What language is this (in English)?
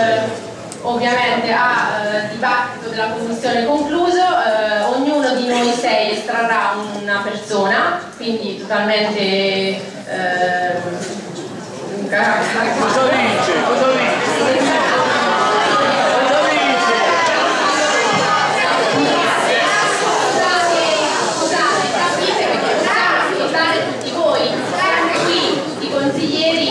Italian